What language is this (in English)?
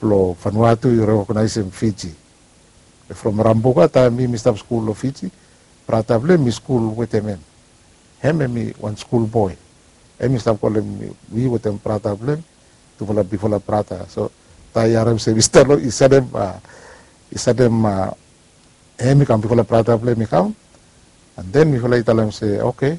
Bislama